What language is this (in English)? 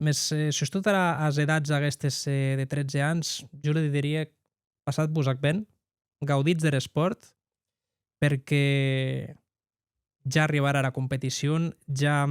Occitan